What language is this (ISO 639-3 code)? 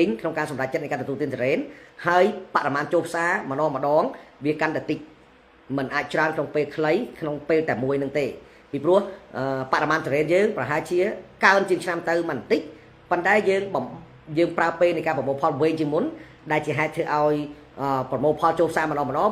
khm